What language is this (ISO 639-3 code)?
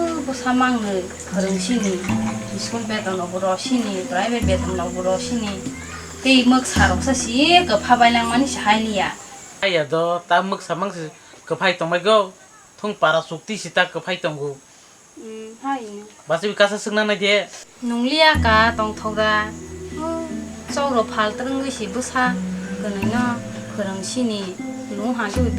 trp